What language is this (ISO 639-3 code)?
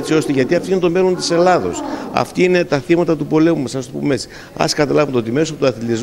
ell